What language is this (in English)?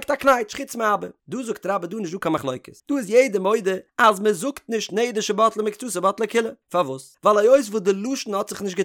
Yiddish